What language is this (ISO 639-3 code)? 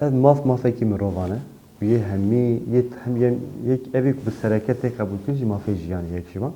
kur